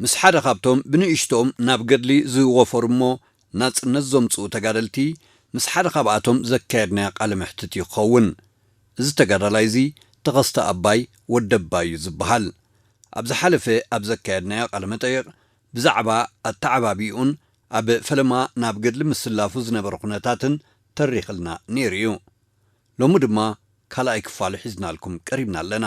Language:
Tigrinya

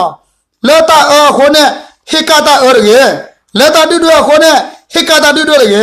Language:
S'gaw Karen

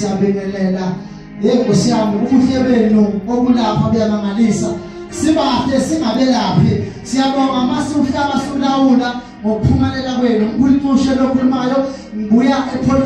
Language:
Zulu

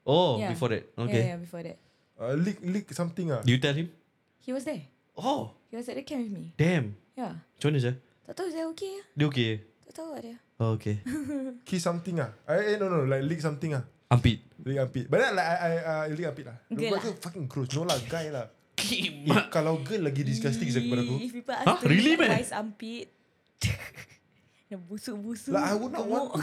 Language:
Malay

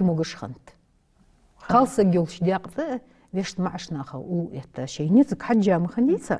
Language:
Ingush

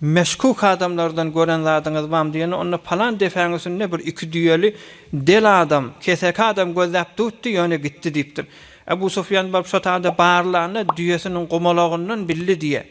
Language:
Turkmen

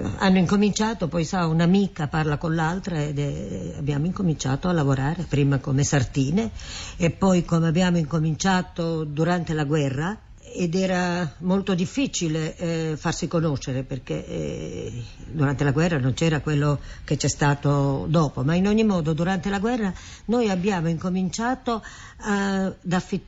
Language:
Italian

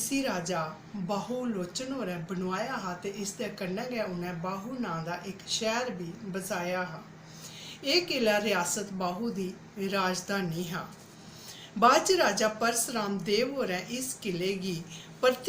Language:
Dogri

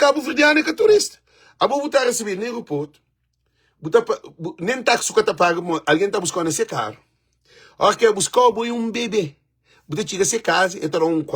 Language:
Kabuverdianu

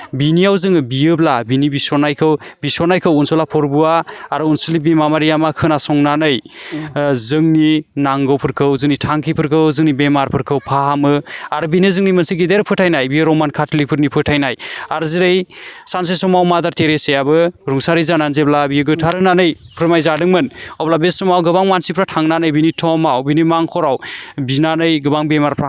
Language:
Bodo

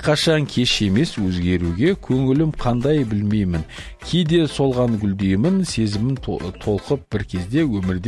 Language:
Kazakh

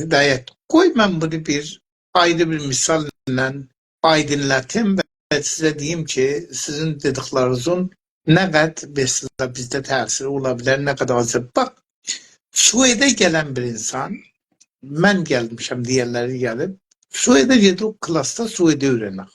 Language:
South Azerbaijani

